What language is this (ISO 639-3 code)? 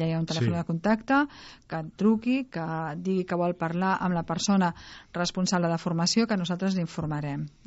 cat